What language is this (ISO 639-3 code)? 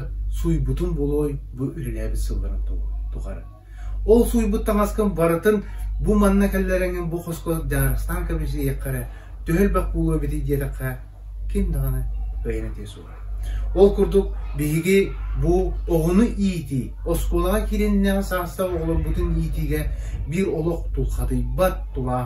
sah